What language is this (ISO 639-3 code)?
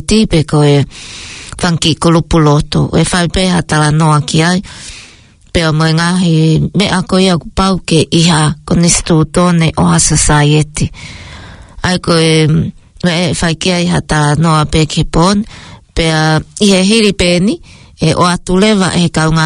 ton